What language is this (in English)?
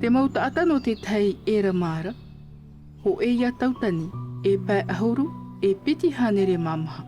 Tahitian